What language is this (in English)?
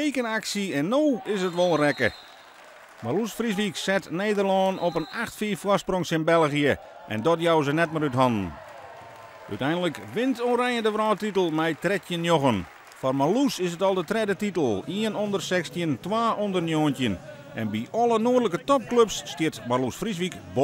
Western Frisian